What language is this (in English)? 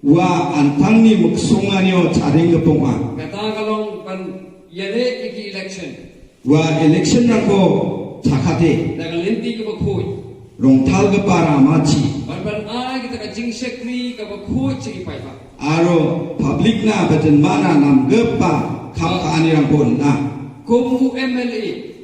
Garo